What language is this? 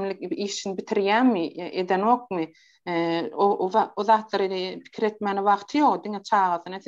Turkmen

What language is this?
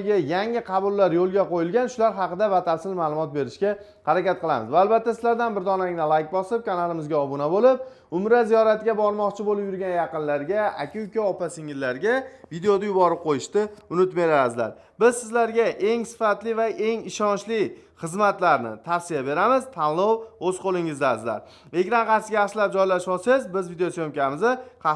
Uzbek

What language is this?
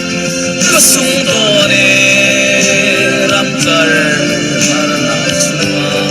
Hakha Chin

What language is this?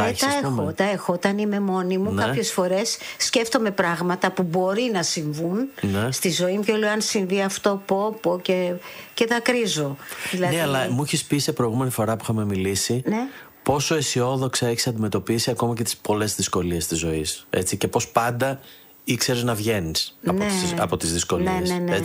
Greek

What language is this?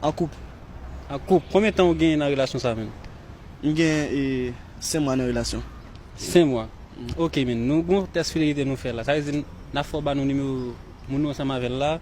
Haitian Creole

